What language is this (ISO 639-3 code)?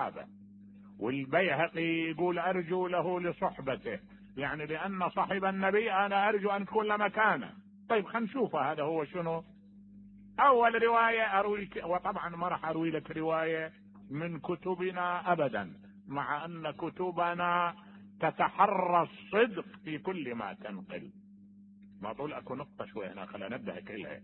acm